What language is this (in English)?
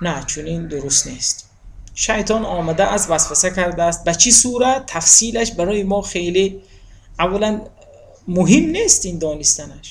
Tajik